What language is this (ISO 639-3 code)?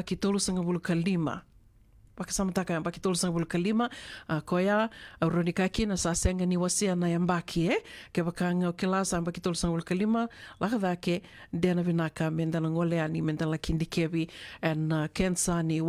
fij